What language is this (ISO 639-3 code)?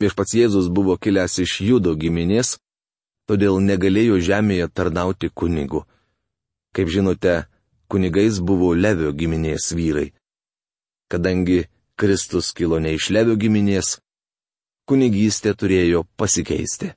lit